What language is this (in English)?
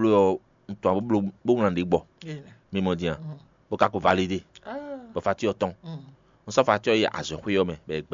Fon